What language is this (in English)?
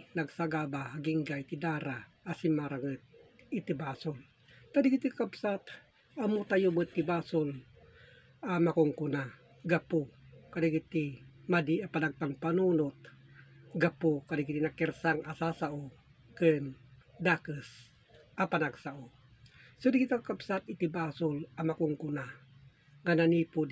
Iloko